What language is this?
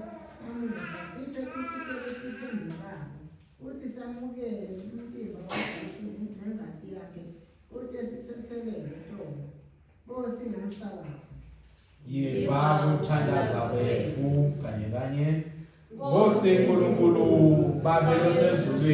Swati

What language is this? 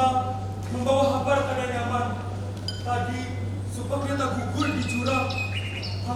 Banjar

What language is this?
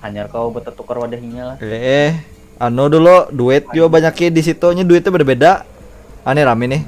Banjar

